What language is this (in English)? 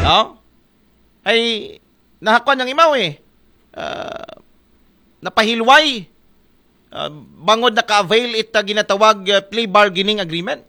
Aklanon